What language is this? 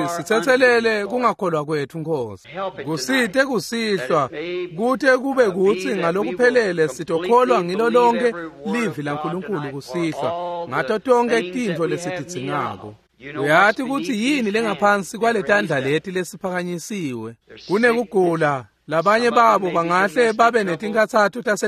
Swati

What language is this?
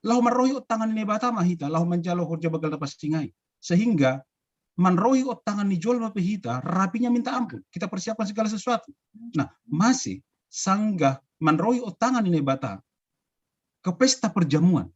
Batak Simalungun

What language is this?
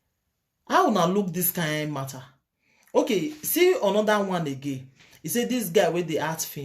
Nigerian Pidgin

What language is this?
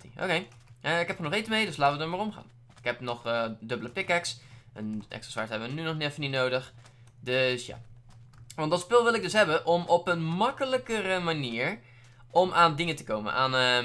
Dutch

